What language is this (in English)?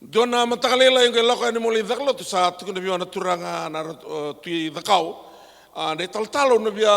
Fijian